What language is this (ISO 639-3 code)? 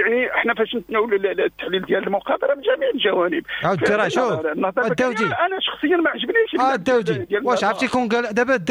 ary